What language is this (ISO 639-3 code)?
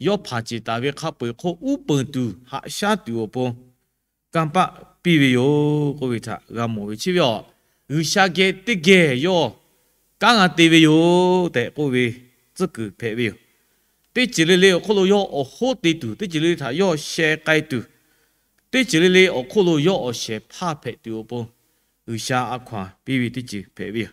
lhu